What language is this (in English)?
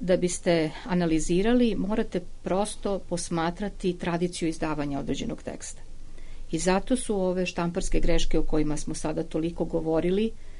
Serbian